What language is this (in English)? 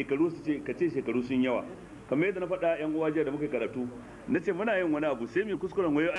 Hausa